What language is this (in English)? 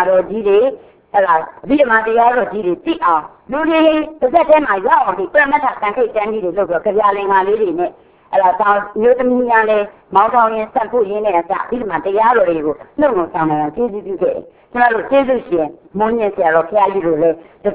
Burmese